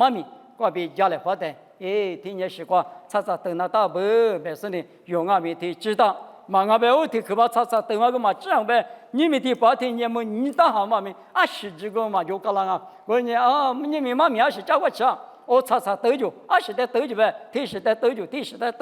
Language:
Lisu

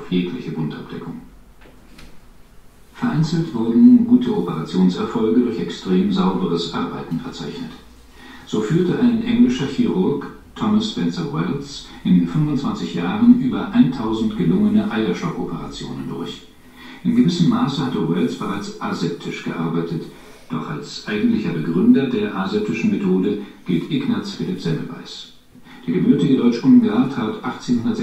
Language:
German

